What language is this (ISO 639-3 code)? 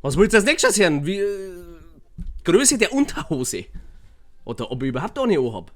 bar